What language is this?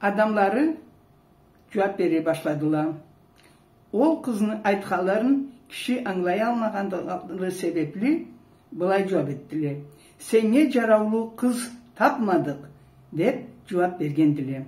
Karachay-Balkar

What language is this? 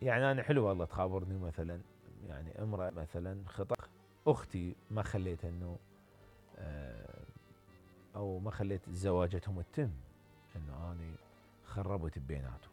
Mesopotamian Arabic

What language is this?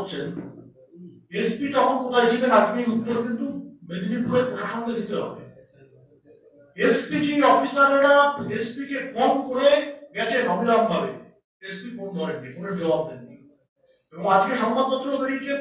Bangla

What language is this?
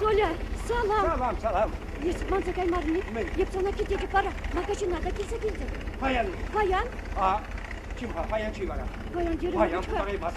Chuvash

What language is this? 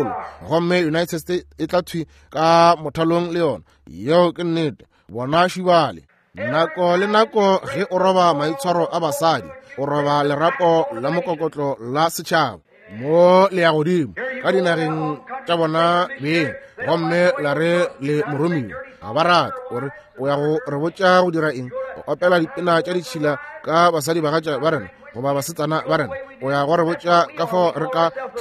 Northern Sotho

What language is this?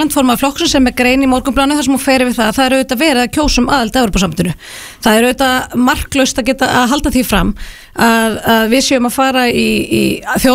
Icelandic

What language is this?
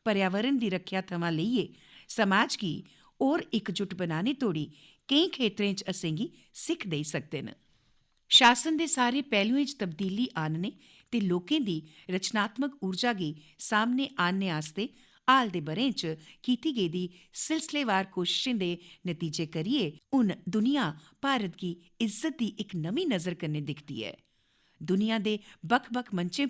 Dogri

